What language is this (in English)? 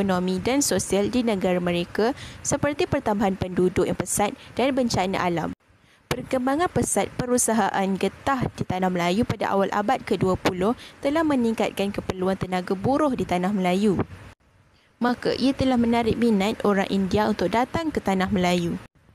Malay